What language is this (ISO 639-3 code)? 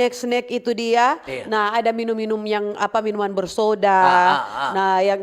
xmm